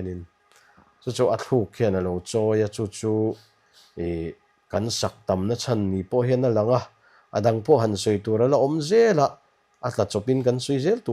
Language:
Mizo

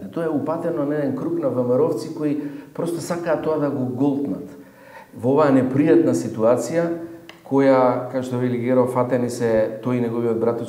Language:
Macedonian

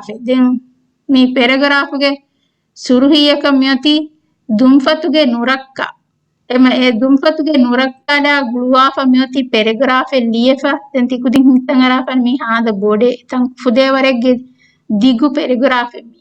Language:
Divehi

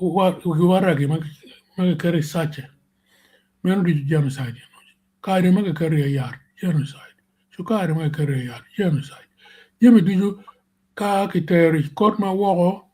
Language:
Acoli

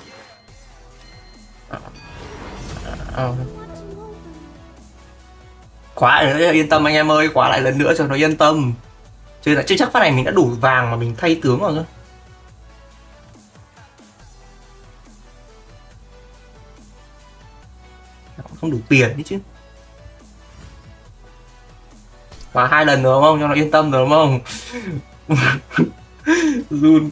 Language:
Vietnamese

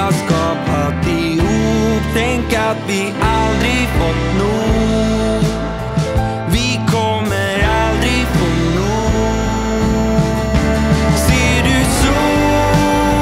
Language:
Swedish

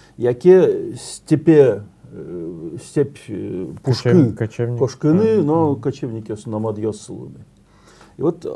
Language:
Udmurt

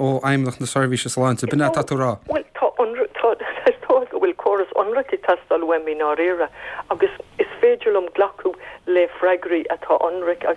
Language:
Irish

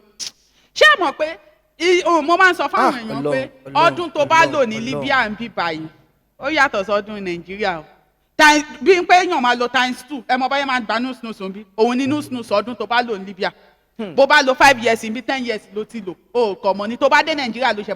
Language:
Yoruba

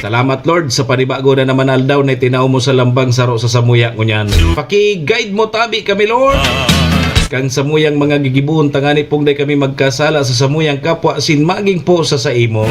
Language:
Bikol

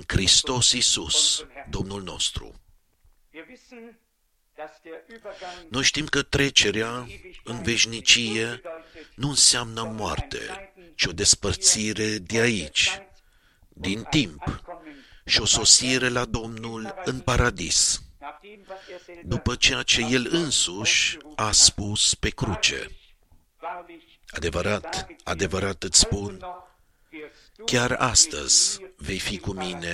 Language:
Romanian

